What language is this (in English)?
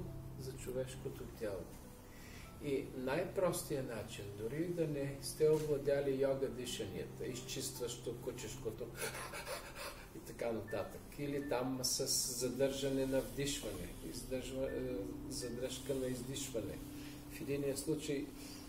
Bulgarian